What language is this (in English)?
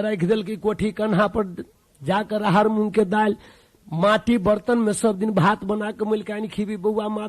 Maithili